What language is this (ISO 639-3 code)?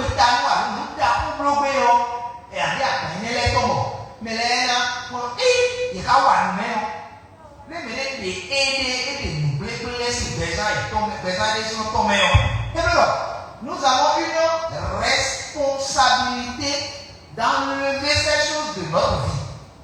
fon